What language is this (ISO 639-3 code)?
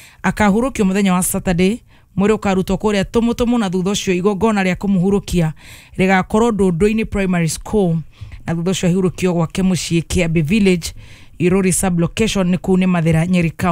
kik